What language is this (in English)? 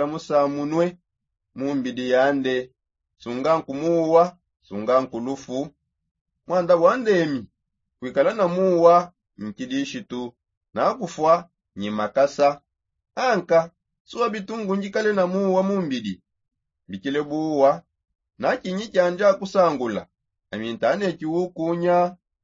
Songe